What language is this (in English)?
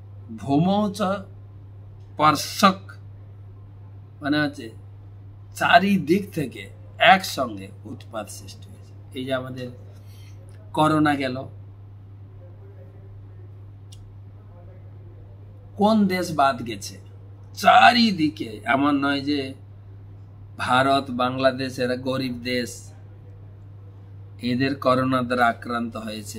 Bangla